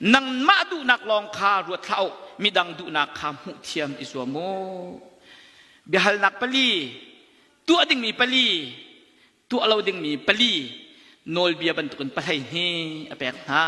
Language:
Hakha Chin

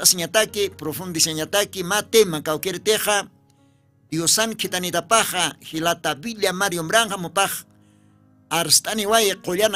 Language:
Aymara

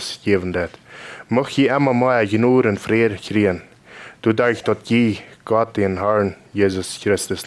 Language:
Plautdietsch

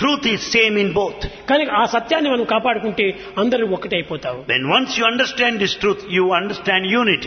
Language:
Telugu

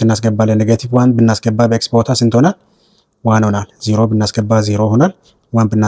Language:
Amharic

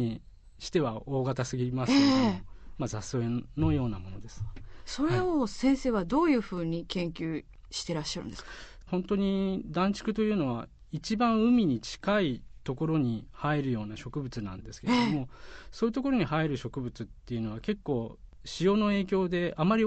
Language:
Japanese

